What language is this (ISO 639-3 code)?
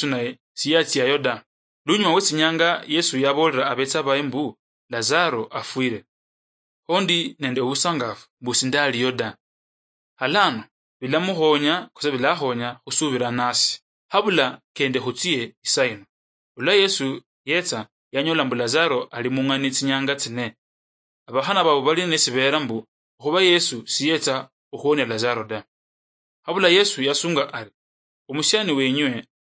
luy